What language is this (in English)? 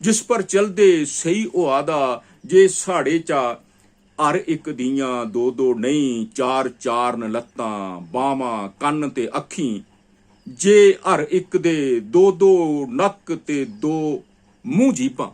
Dogri